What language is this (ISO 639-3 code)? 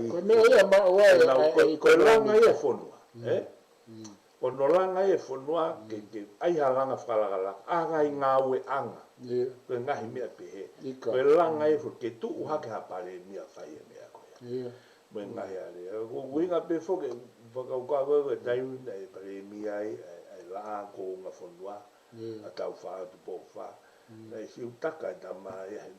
ton